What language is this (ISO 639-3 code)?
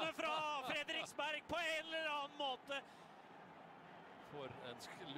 nor